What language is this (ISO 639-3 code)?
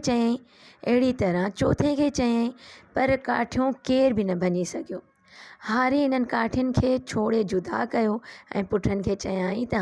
snd